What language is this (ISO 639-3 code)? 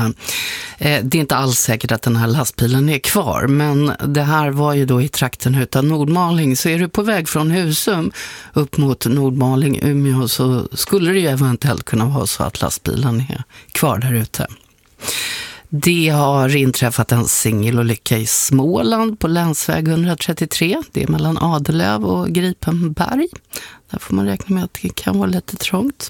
swe